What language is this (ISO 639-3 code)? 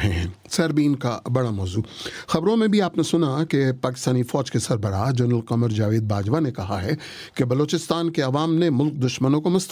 urd